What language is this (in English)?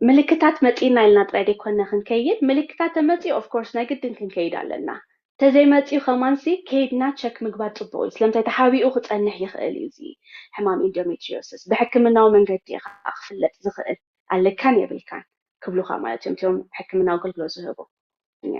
Tigrinya